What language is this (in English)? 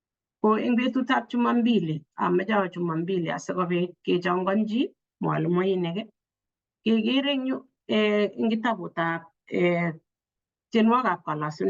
Kalenjin